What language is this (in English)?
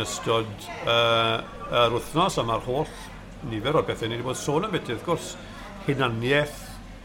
Welsh